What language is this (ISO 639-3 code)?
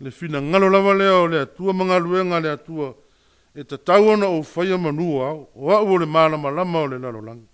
smo